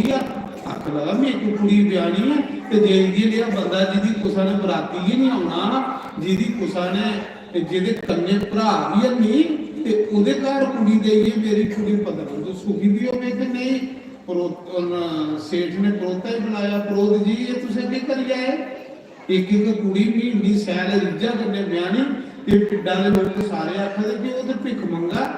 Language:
Dogri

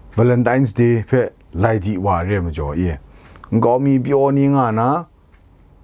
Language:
Kachin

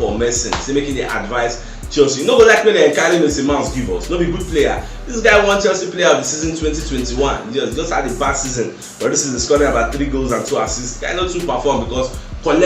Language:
Nigerian Pidgin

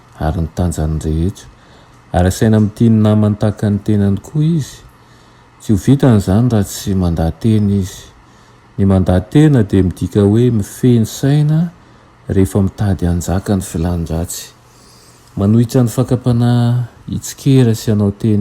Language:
Malagasy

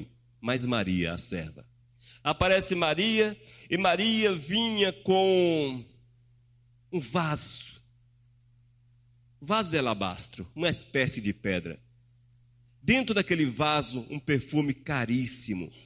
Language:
Portuguese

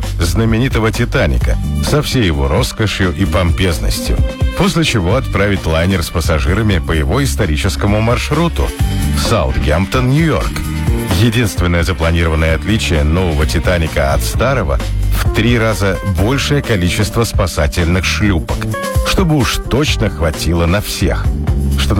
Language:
Russian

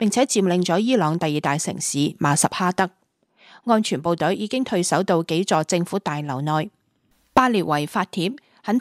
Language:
Cantonese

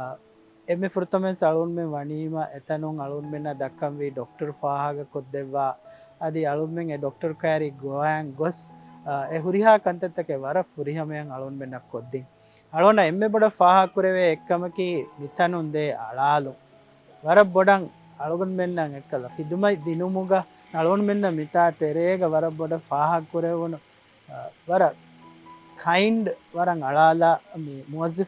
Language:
Divehi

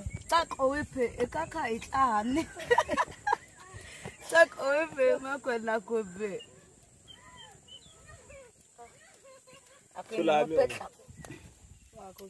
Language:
Swahili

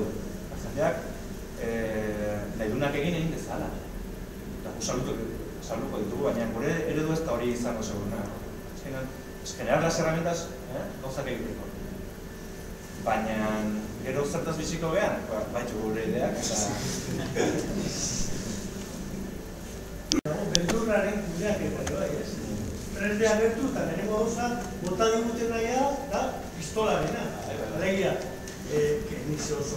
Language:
Basque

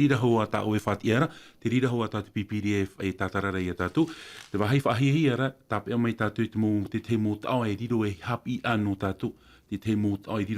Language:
Tahitian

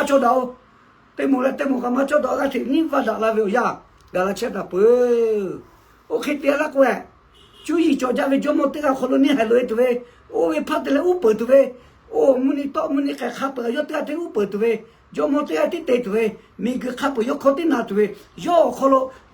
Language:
Lahu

